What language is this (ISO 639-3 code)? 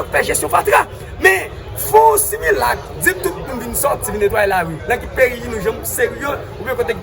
hat